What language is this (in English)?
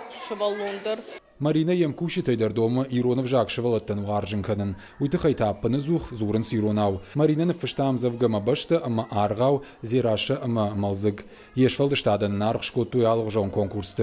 Ossetic